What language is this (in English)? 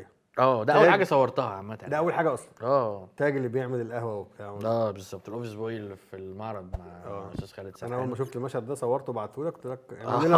Egyptian Arabic